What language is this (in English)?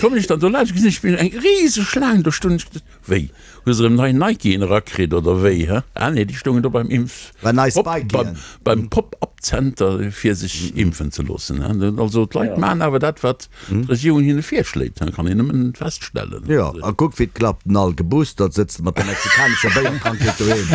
Luxembourgish